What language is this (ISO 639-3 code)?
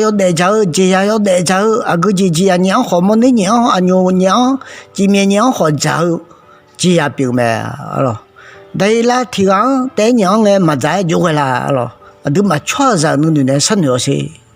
ahk